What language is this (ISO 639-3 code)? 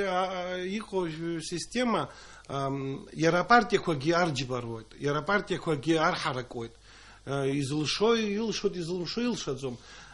abk